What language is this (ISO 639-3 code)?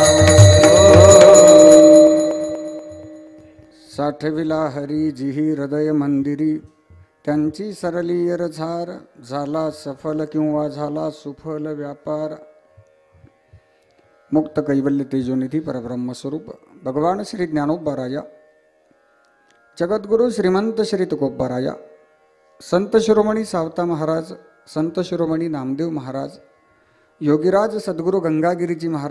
mar